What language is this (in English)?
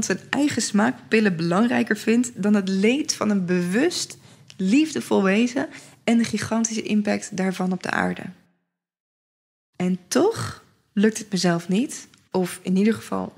Dutch